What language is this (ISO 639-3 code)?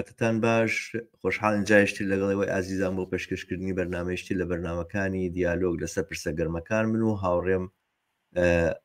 ckb